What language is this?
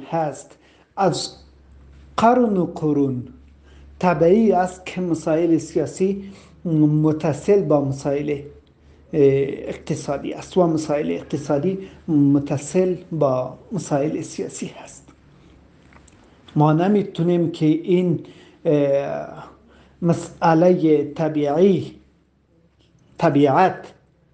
Persian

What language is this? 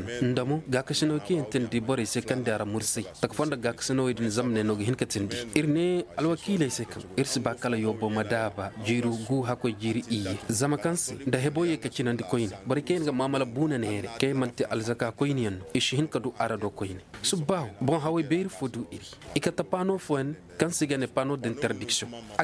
Koyraboro Senni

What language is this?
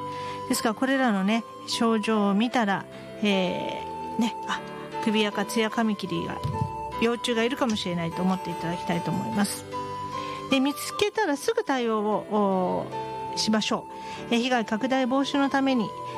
Japanese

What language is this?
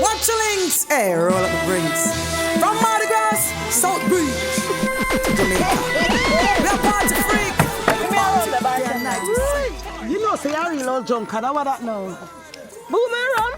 Jamaican Creole English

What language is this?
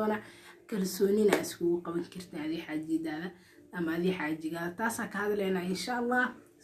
Somali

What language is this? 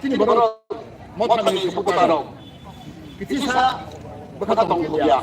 Kok Borok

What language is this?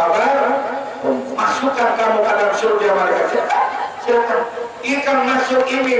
Banjar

